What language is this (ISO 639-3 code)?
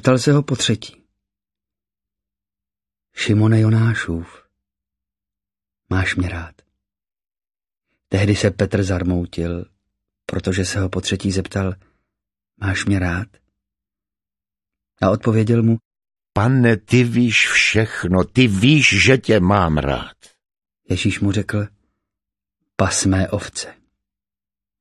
ces